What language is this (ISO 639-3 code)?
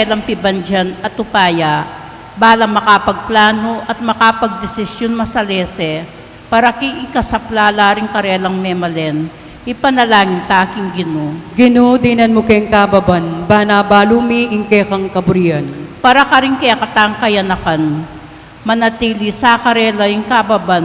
pam